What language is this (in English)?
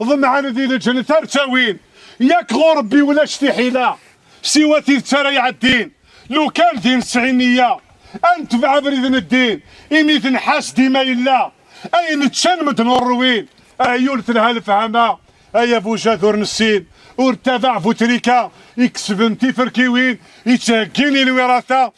Kabyle